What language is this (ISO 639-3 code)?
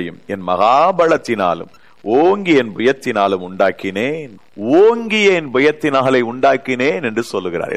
tam